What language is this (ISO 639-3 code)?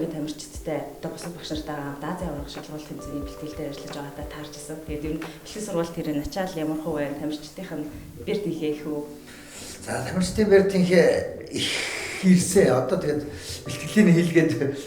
mon